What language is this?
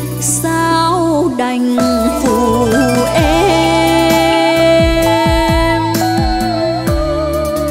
Vietnamese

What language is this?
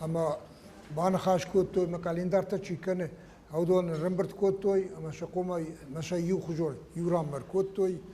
Ossetic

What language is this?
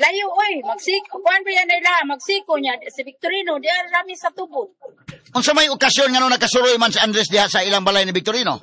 Cebuano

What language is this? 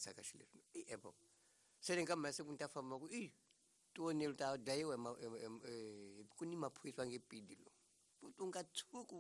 Tsonga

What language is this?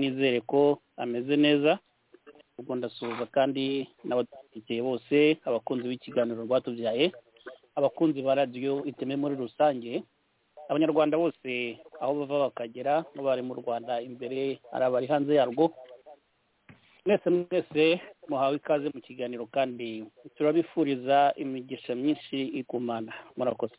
Kinyarwanda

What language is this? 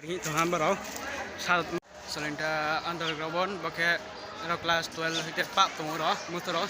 Riang (India)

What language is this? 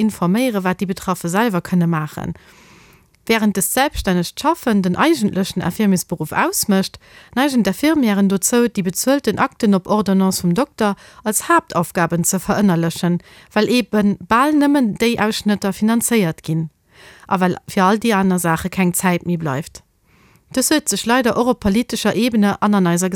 Luxembourgish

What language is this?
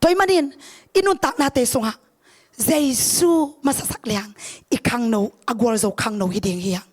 Tedim Chin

